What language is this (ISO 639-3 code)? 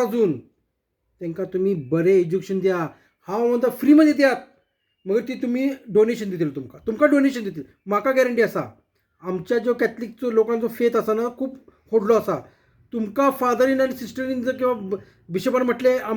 kok